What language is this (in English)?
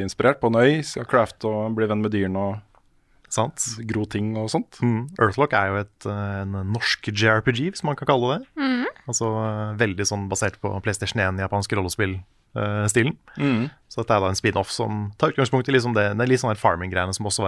Norwegian